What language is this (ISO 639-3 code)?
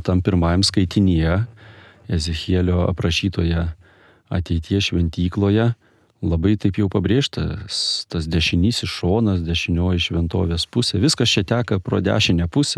lit